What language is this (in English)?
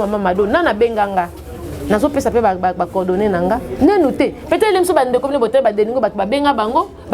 Lingala